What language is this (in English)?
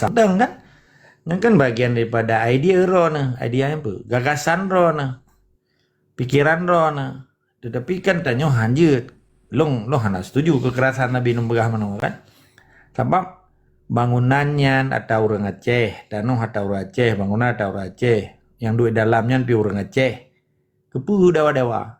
Achinese